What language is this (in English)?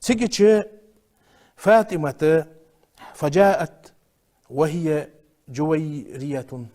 Ingush